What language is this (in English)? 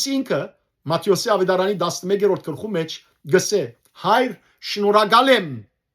Western Armenian